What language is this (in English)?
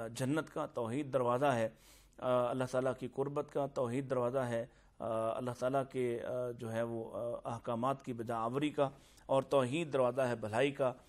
Urdu